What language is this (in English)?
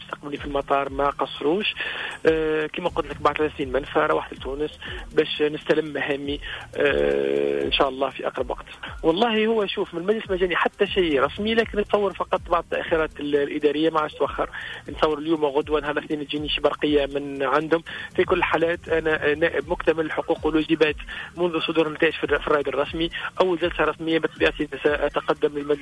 Tunisian Arabic